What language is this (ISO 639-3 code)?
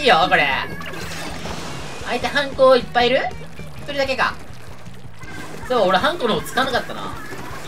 jpn